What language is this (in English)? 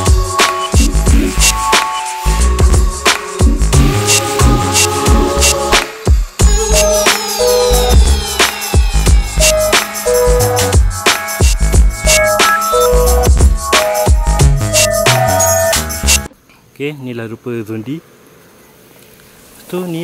Malay